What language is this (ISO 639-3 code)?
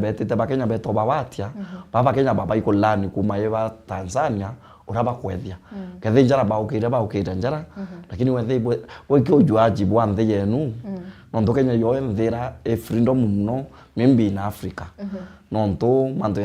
mer